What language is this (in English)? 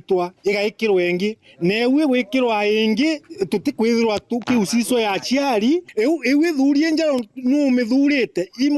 Meru